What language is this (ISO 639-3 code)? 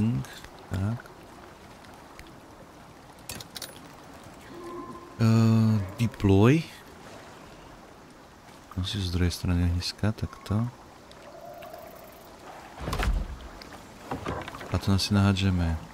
slk